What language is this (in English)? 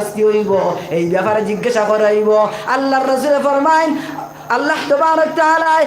Sylheti